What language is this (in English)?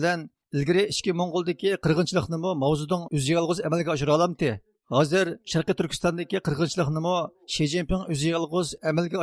Uyghur